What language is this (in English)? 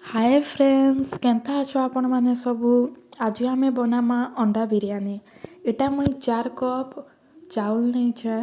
Odia